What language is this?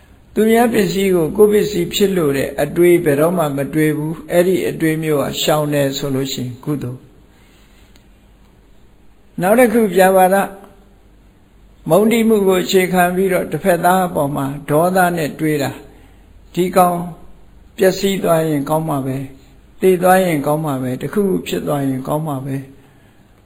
Burmese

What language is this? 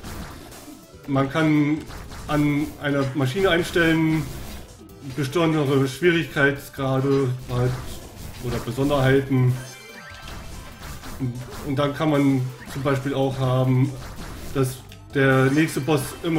German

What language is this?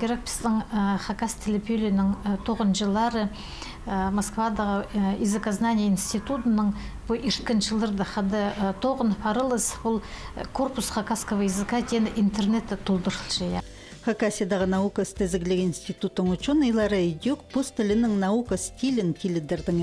Khakas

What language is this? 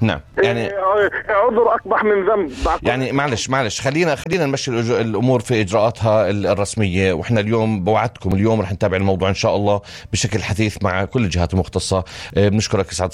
North Levantine Arabic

